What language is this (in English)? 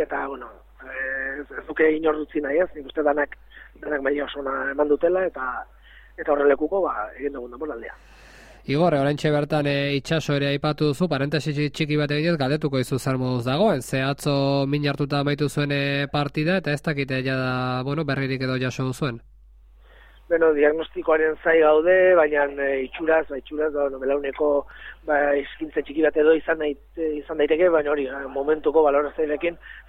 Basque